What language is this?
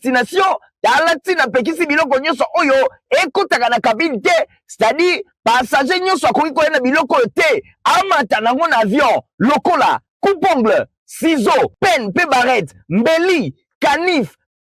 Lingala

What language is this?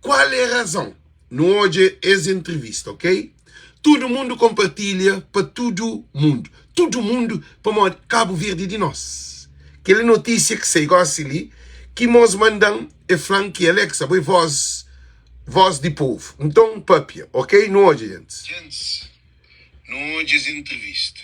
Kabuverdianu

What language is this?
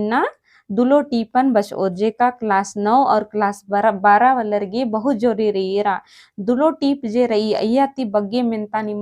Kurukh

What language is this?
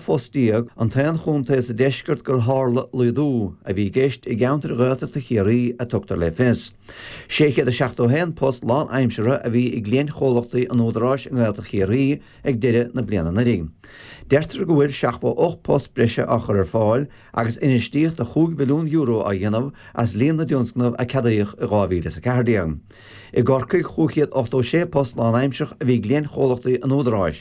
Irish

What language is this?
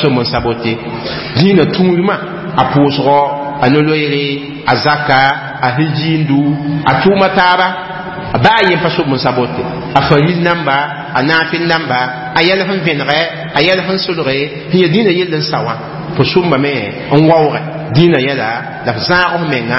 Mossi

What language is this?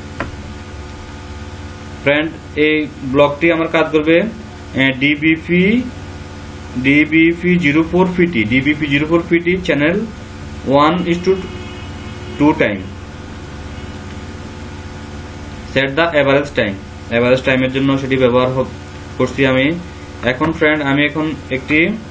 Bangla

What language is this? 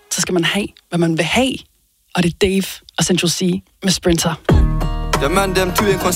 Danish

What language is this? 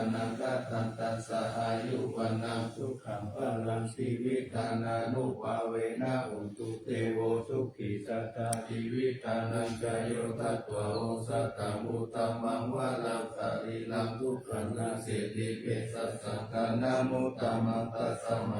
Pali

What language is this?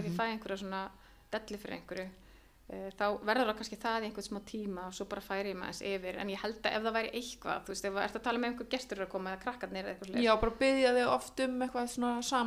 Icelandic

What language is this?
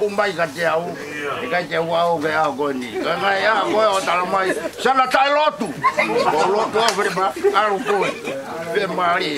Tongan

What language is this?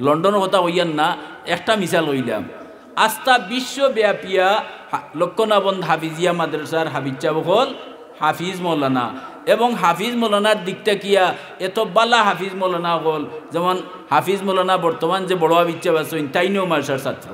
Sylheti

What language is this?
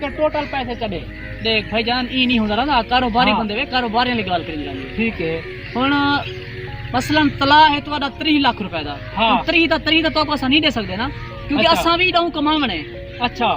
Saraiki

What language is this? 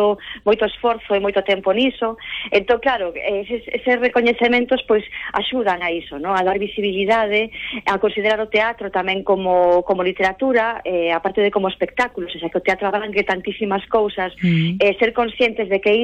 Galician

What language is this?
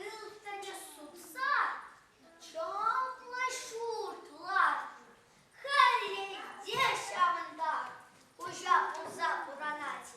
Chuvash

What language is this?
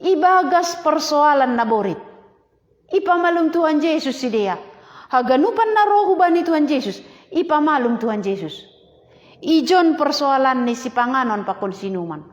Batak Simalungun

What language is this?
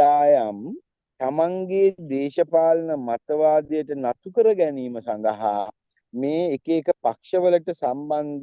Sinhala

